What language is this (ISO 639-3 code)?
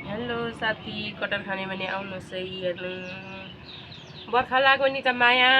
nep